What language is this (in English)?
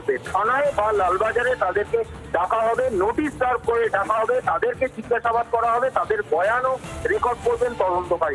Bangla